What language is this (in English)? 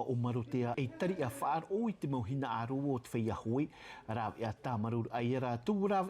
Tahitian